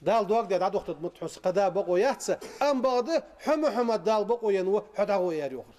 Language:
Ingush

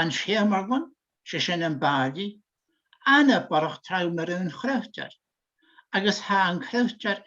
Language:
Scottish Gaelic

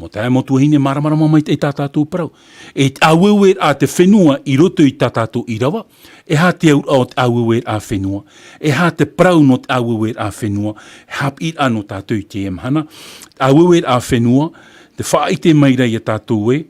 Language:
Tahitian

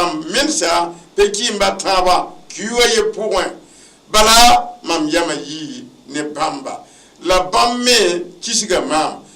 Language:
Mossi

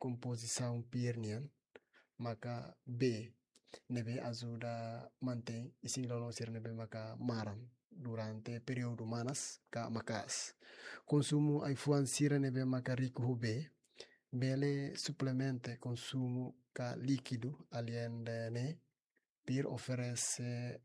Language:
Tetum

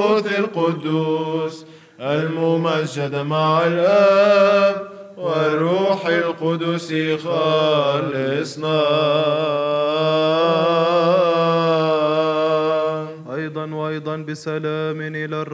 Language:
Arabic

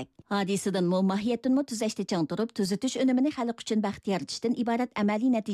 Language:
Uyghur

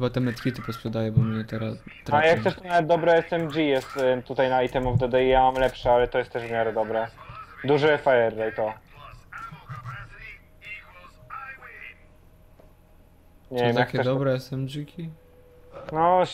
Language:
Polish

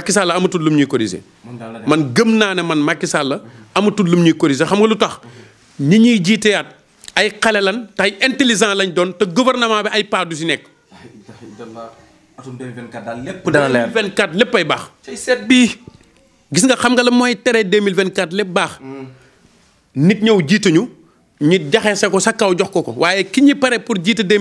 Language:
Wolof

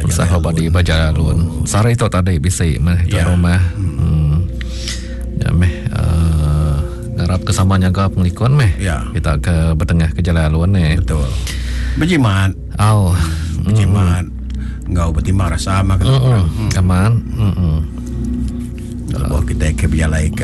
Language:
Iban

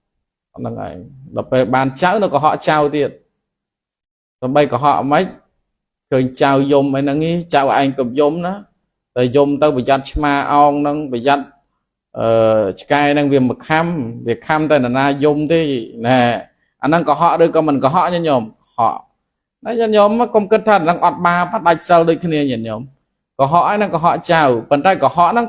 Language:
Khmer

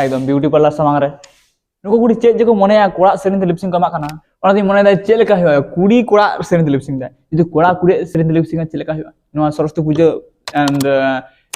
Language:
Santali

